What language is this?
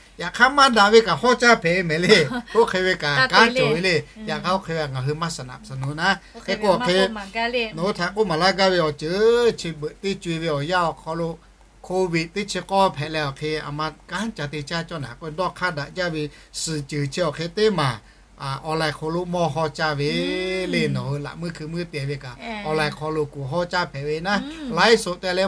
Lahu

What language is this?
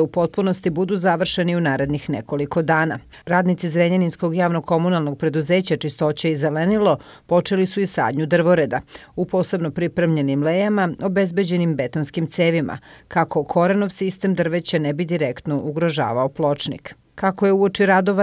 Serbian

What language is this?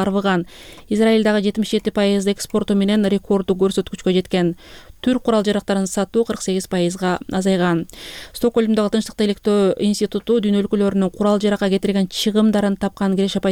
Kyrgyz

